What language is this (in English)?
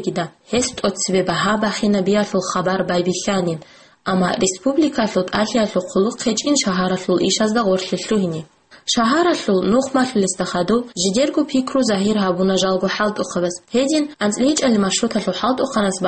Avaric